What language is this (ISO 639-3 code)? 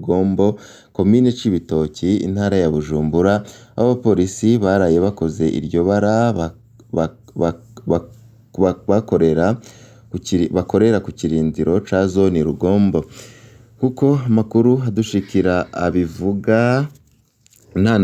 run